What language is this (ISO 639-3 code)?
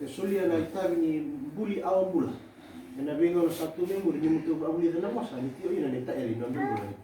fij